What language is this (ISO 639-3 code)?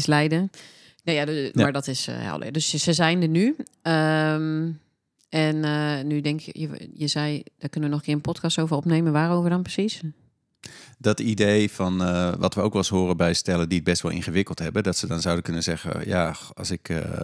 nld